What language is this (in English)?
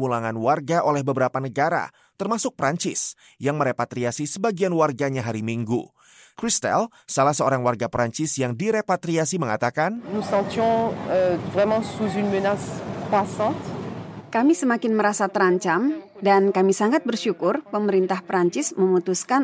Indonesian